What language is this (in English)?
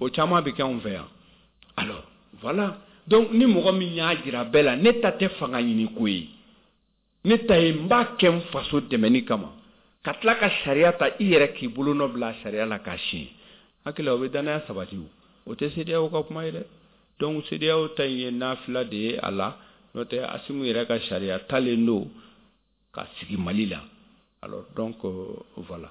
Bambara